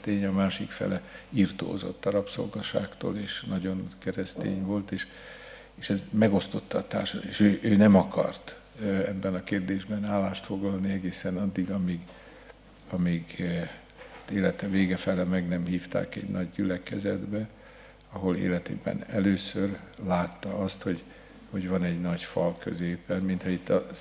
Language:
Hungarian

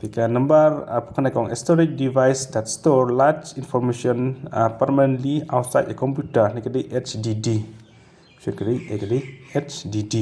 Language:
Khasi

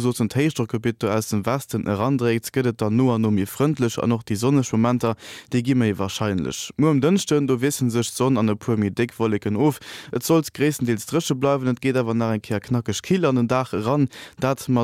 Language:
Luxembourgish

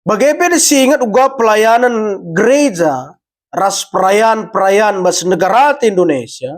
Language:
Batak Karo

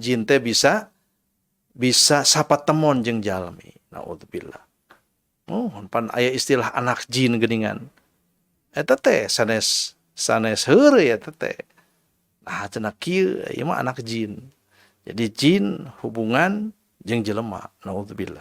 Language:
Sundanese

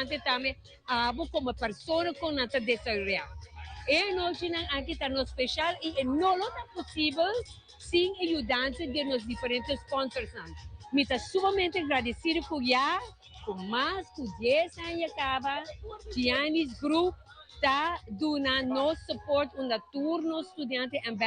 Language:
Papiamento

